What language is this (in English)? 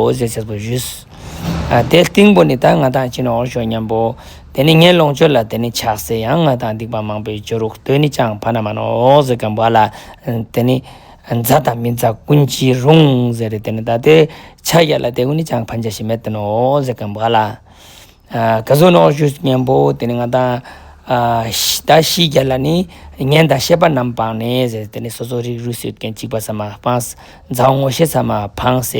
Ladakhi